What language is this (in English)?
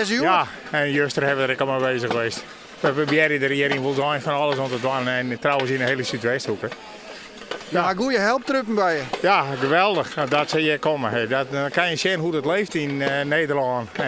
Western Frisian